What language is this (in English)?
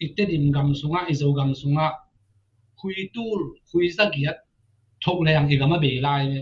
Tedim Chin